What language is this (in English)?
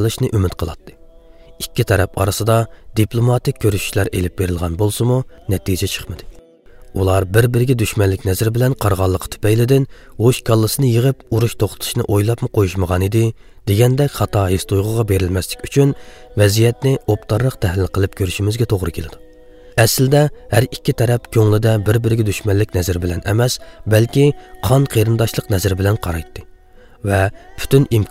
Uyghur